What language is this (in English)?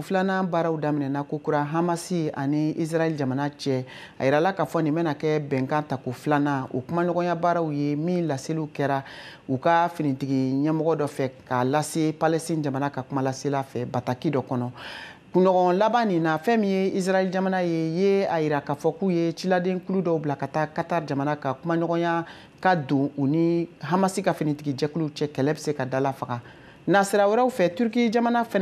Bambara